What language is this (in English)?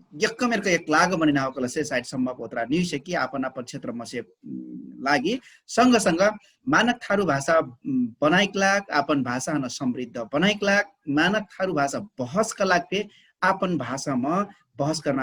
Dangaura Tharu